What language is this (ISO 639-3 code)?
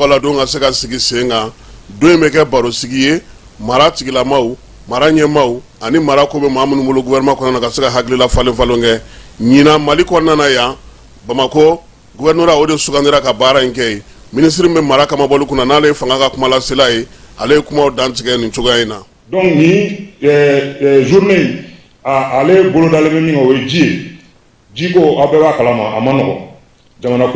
bam